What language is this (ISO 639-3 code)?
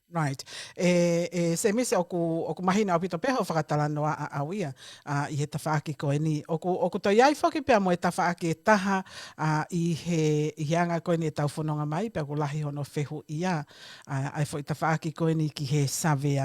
ton